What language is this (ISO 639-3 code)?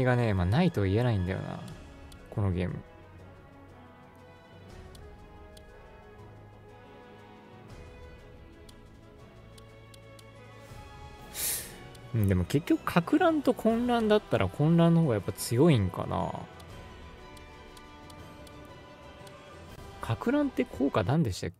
jpn